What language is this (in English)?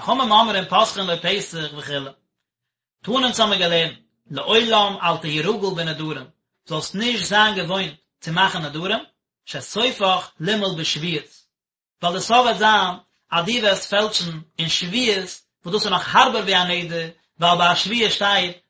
Yiddish